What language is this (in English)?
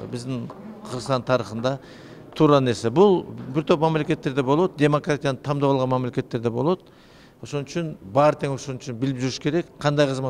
Kyrgyz